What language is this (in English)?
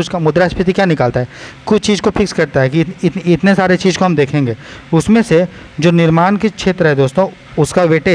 Hindi